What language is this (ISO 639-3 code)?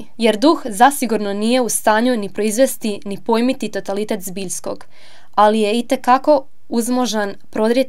hrv